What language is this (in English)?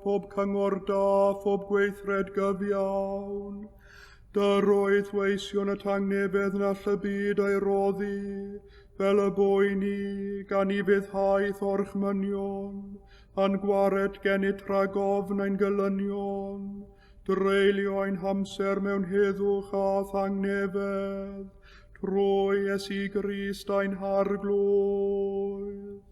Welsh